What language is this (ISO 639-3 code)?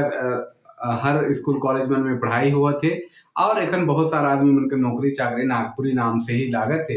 sck